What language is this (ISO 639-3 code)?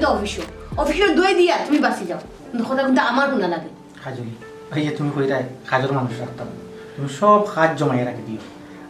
syl